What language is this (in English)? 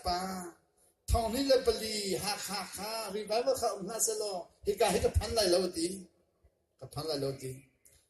Hakha Chin